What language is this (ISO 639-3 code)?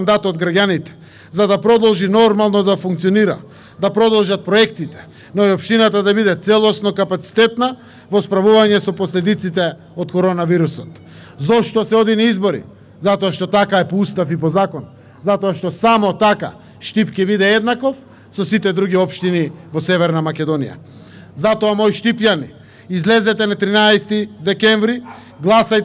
mkd